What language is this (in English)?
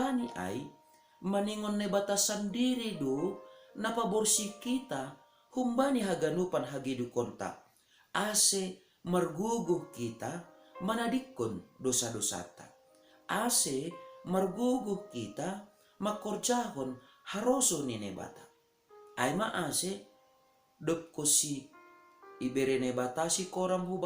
Batak Simalungun